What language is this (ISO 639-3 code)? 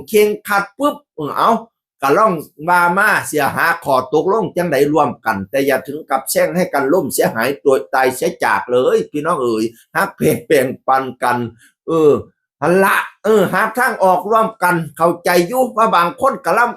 tts